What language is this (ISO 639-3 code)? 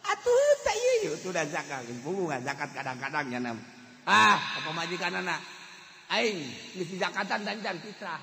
sun